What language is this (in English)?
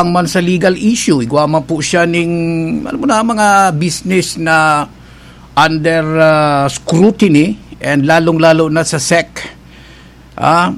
Bikol